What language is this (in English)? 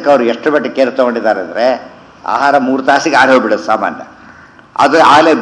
Kannada